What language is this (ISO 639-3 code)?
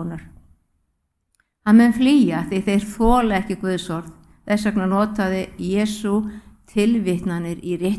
isl